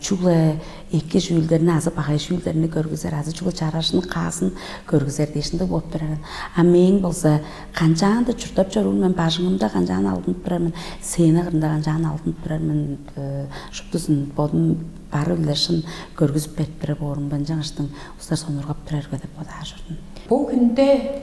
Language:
Tuvinian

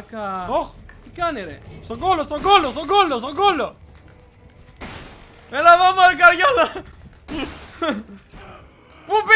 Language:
Greek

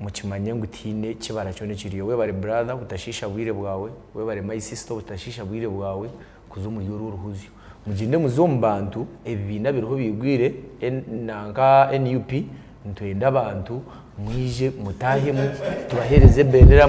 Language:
Nyankole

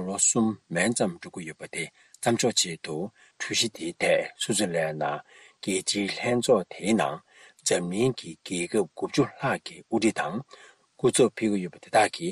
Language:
Tibetan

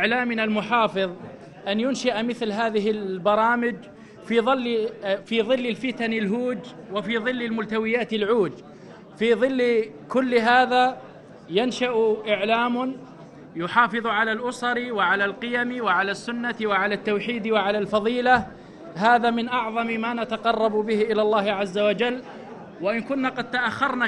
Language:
Arabic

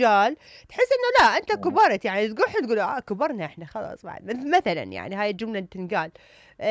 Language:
Mesopotamian Arabic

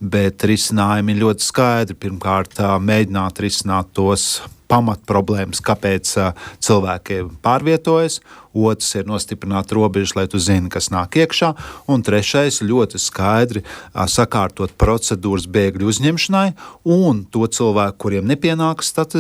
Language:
Latvian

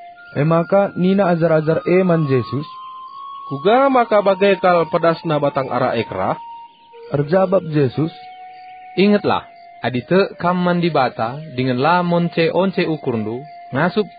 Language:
Batak Karo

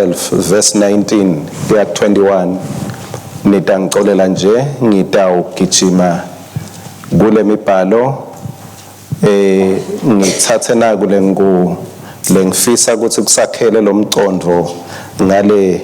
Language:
Swati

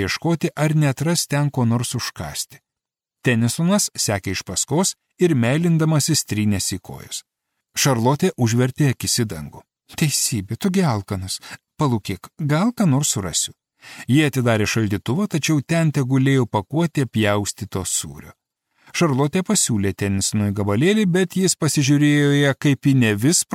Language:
Lithuanian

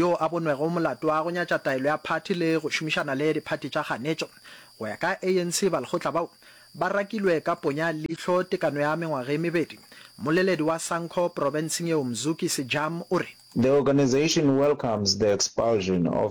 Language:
Northern Sotho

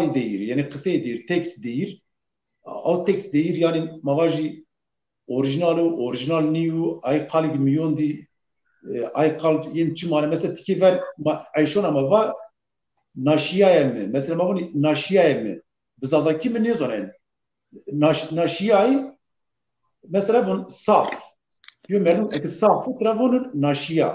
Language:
Zaza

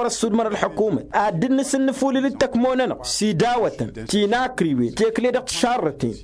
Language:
Tamasheq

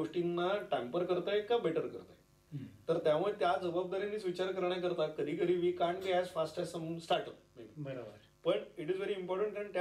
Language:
Marathi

